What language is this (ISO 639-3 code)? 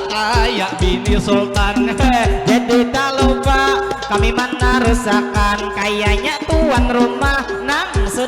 bjn